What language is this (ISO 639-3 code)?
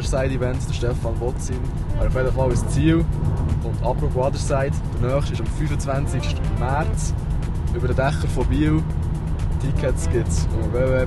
gsw